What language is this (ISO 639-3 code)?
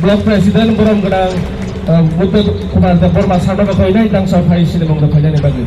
trp